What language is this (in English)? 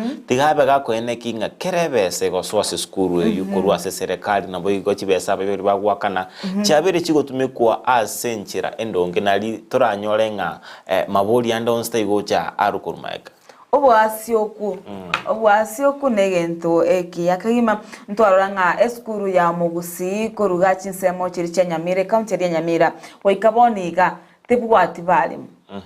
Gusii